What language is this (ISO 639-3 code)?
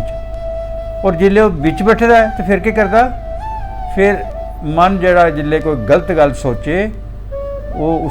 doi